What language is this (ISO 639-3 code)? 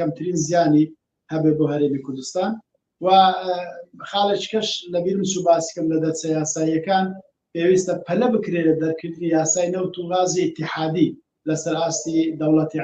ckb